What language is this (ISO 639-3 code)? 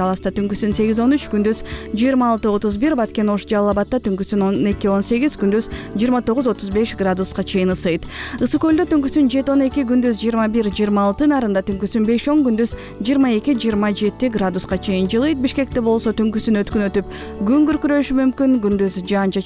kir